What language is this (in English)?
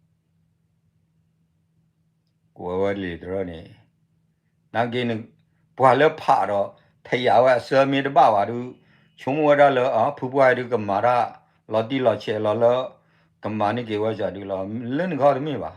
S'gaw Karen